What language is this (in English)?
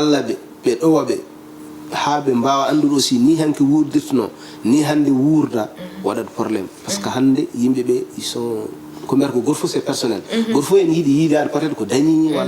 Fula